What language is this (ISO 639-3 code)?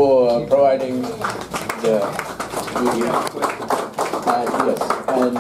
eng